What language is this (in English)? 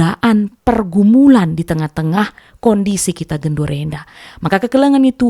Batak Karo